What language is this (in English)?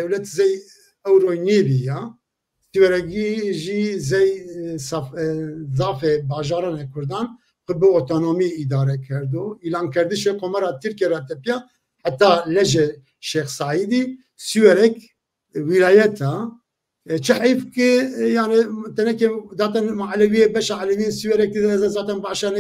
Zaza